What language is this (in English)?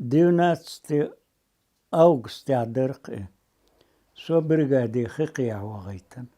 Chechen